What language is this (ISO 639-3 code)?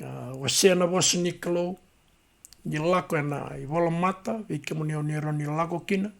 fij